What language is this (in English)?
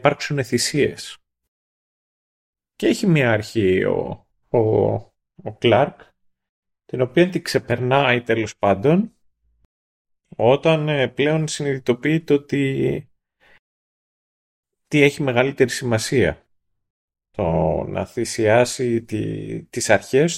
Greek